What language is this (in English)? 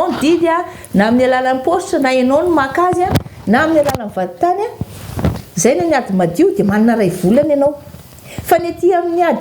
Malagasy